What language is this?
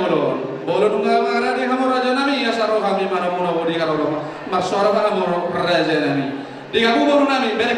Batak Toba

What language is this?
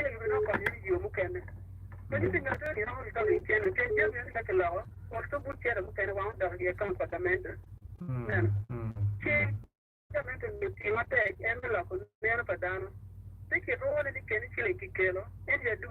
Acoli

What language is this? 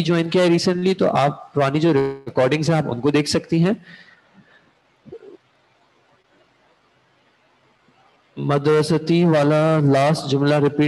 Urdu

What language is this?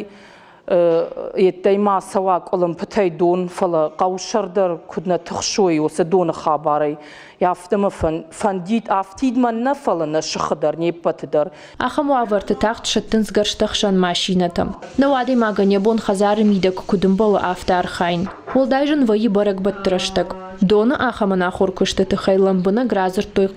Ossetic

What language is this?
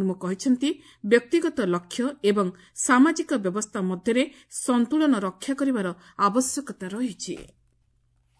Odia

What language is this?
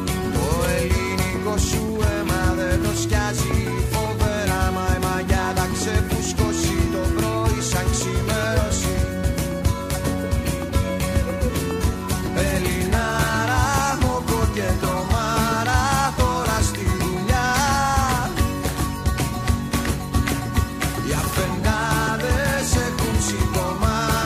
Greek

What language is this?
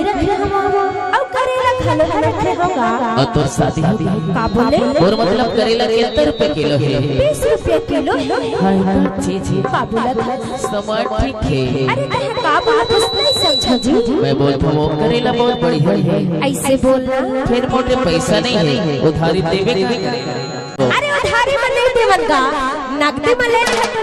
Chhattisgarhi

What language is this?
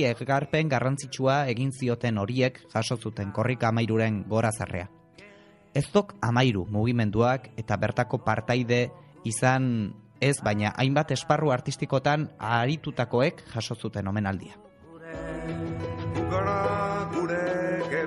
Basque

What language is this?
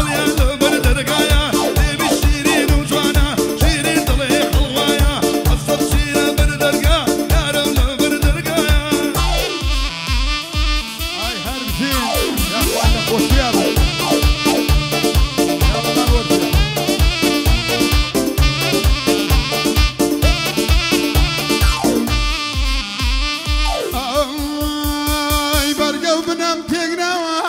Central Kurdish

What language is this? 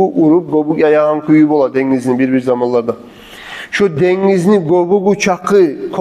Kumyk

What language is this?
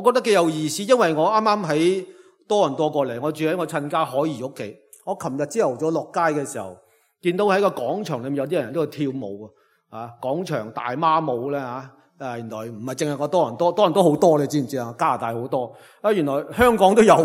Cantonese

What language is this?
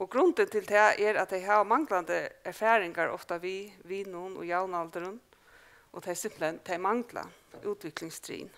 Faroese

